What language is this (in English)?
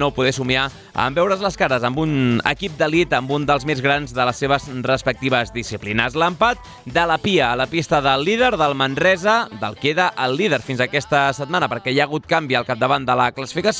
Catalan